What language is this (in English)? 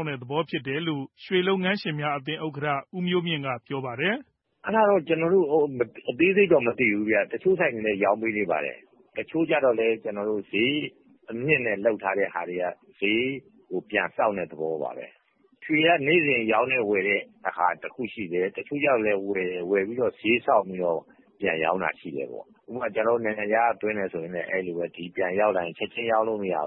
Burmese